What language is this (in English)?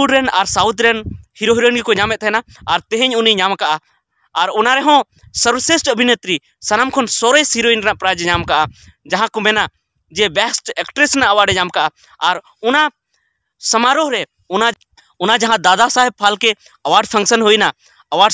Santali